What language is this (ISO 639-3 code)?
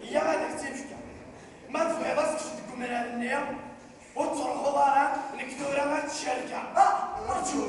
kab